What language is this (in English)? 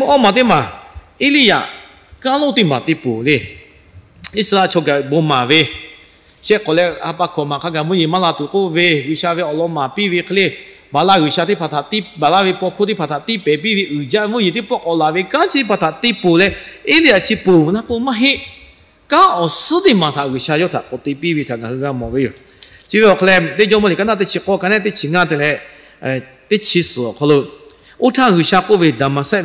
Lahu